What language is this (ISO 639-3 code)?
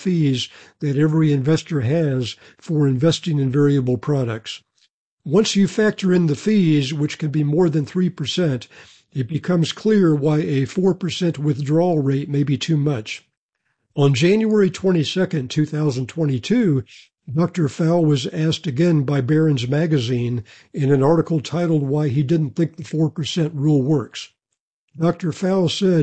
eng